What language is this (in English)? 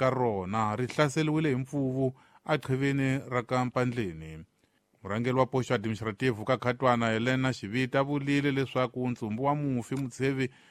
Tsonga